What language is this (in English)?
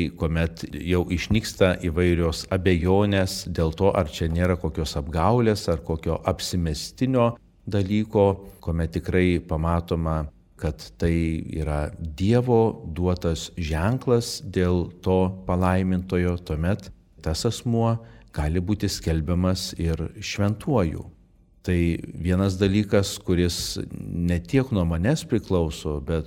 Lithuanian